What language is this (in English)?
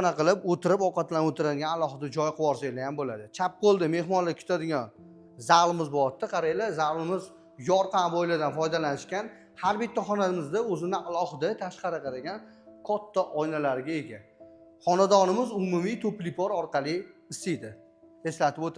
Uzbek